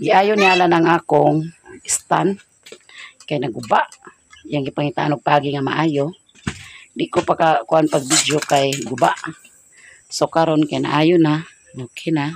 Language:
Cebuano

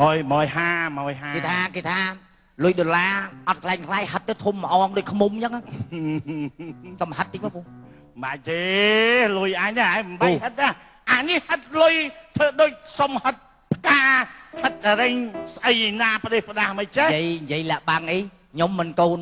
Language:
Khmer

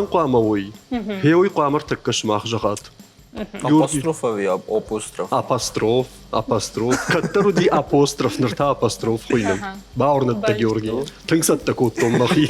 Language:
Ossetic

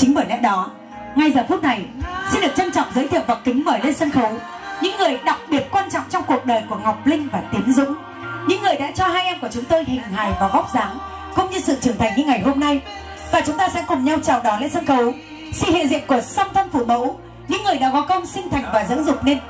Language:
Vietnamese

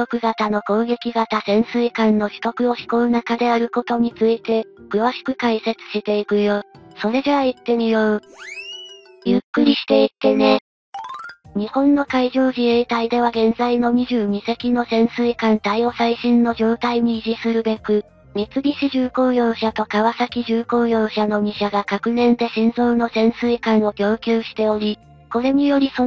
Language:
Japanese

